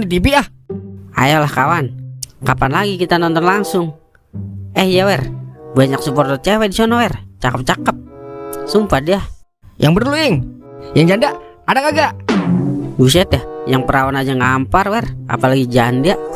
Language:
Betawi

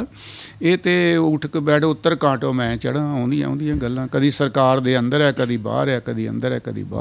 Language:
Punjabi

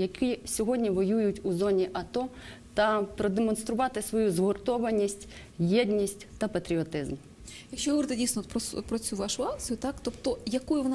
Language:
Ukrainian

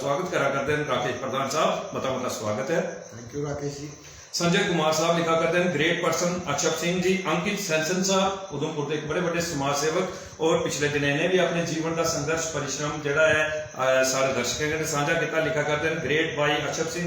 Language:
Dogri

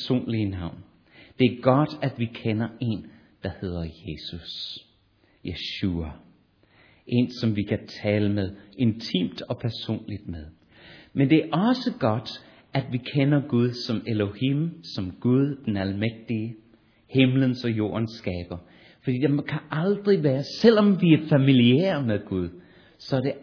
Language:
Danish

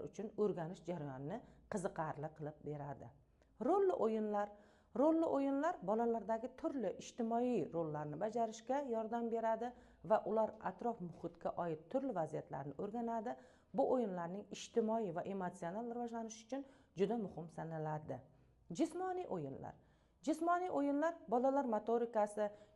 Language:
Uzbek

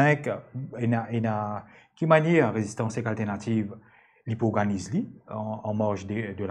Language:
Morisyen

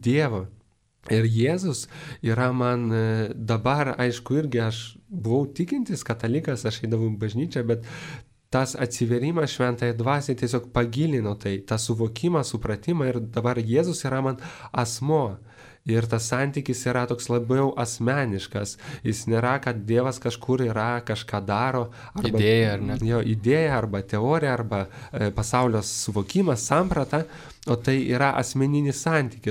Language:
Lithuanian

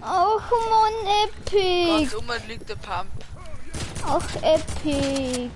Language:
Bavarian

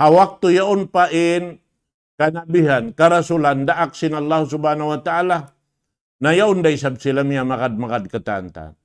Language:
Tausug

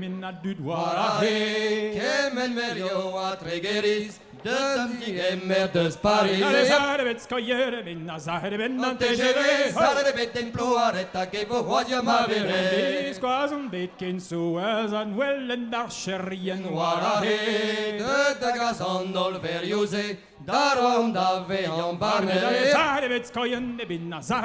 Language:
Breton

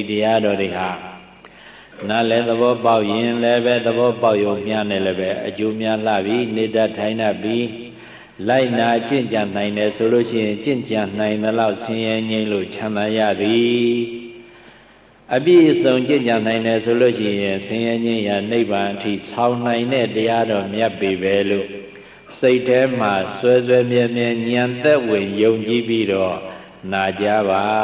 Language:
Burmese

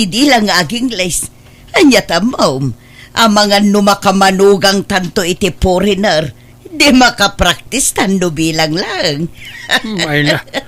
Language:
Iloko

